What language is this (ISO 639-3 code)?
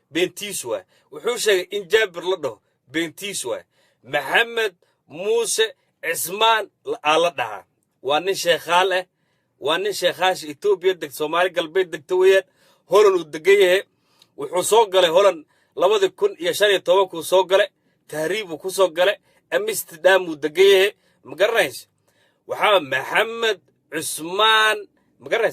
som